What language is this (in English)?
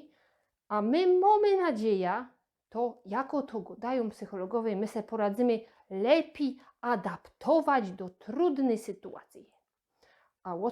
Silesian